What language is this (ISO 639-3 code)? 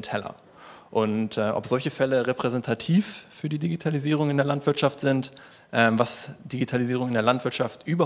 deu